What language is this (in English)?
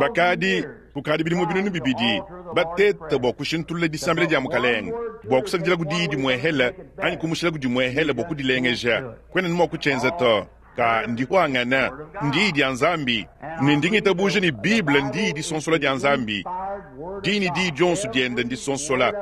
Luba-Lulua